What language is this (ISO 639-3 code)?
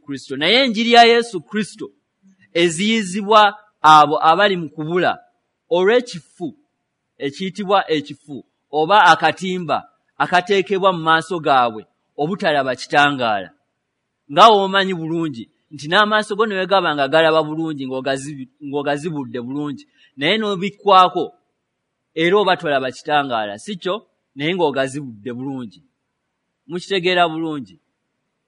lug